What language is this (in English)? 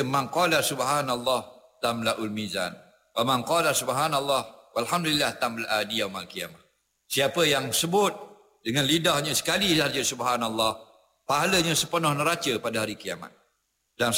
Malay